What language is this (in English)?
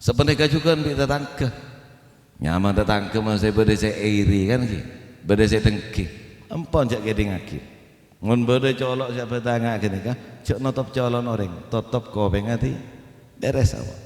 Madurese